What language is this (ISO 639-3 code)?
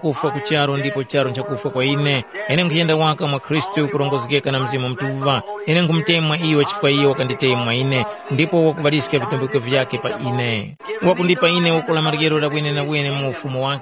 tum